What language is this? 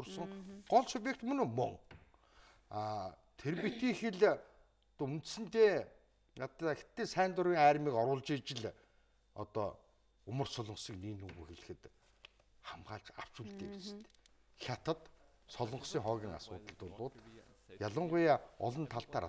Mongolian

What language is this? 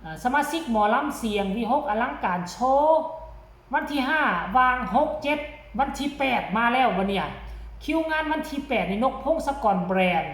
Northeastern Thai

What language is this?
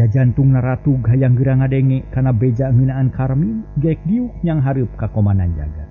Sundanese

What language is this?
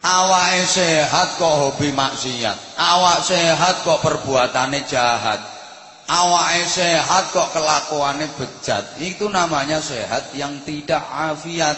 Javanese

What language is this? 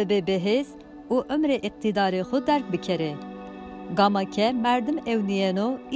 Zaza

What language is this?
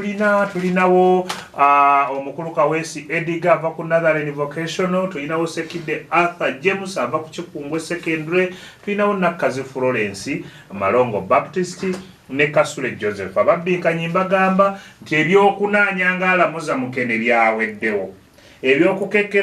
Ganda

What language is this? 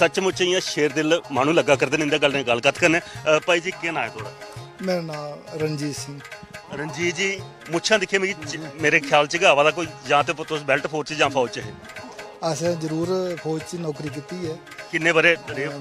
Dogri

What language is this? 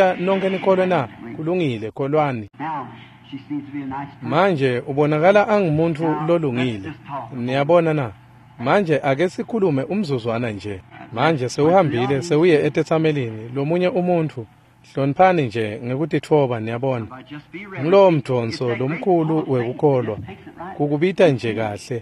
Swati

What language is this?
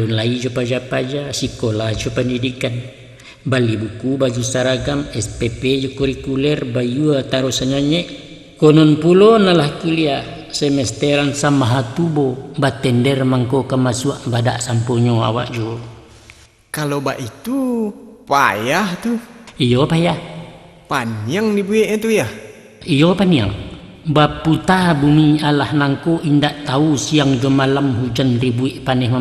Minangkabau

